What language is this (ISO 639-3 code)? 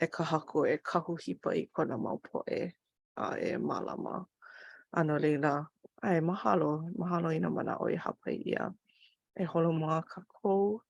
haw